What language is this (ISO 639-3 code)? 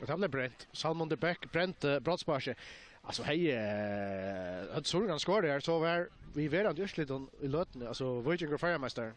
fao